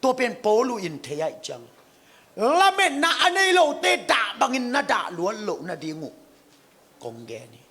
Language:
Tedim Chin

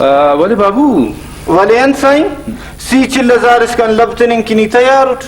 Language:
Brahui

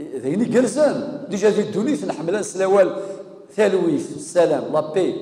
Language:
Kabyle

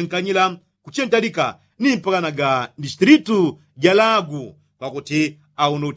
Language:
Yao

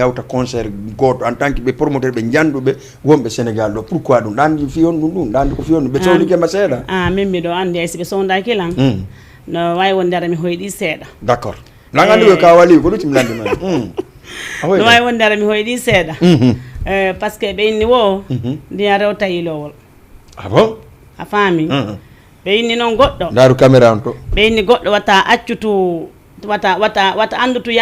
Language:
Fula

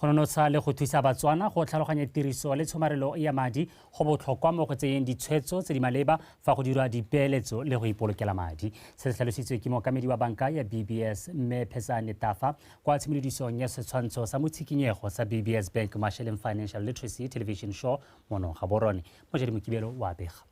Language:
Tswana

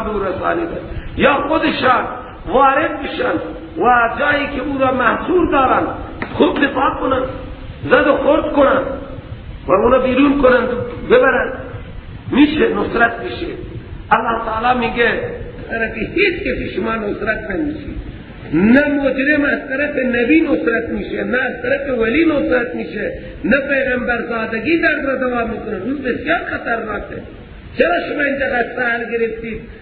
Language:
Persian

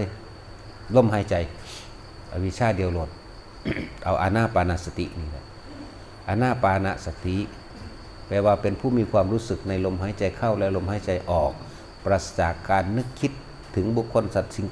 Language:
Northeastern Thai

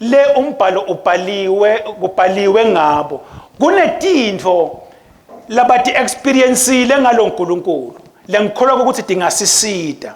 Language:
Swati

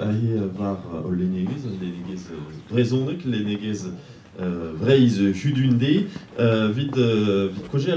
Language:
Breton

